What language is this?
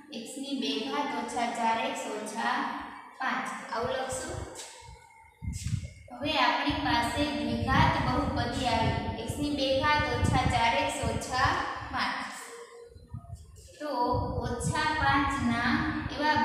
Gujarati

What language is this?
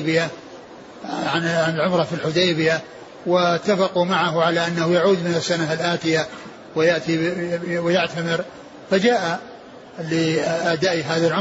Arabic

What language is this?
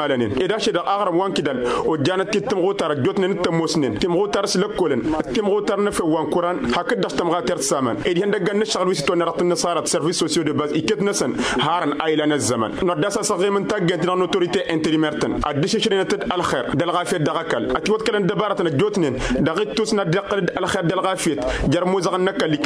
Tamasheq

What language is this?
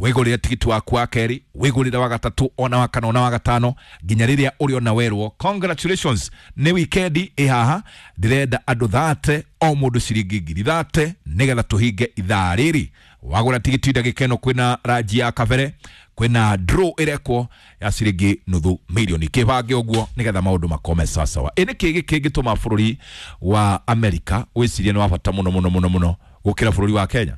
Kikuyu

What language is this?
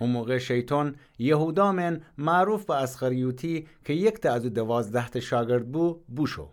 Gilaki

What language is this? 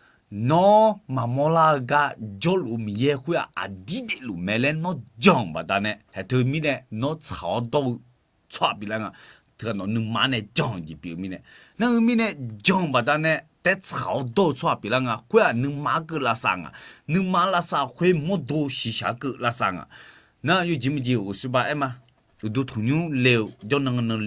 Akha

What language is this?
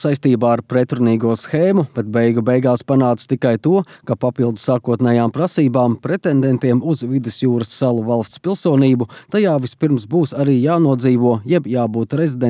Latvian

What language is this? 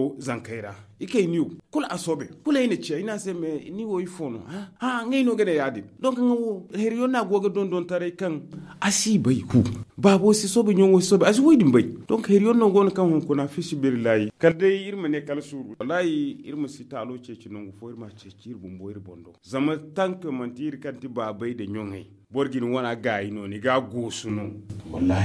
Zarma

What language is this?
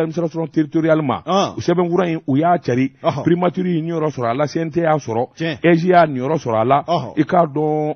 Bambara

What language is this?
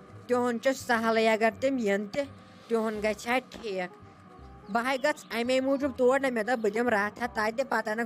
Kashmiri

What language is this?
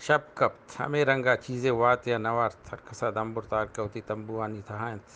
Eastern Balochi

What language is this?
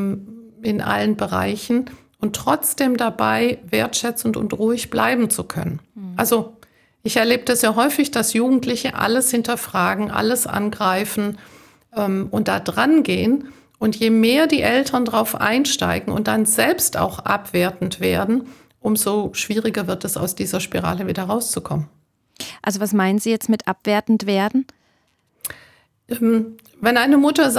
German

